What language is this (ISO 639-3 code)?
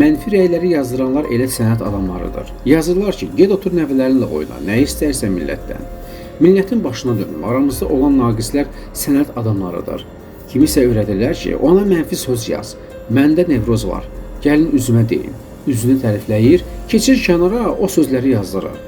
aze